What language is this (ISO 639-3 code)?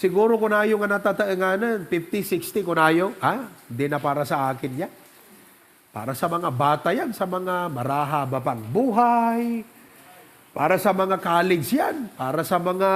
ilo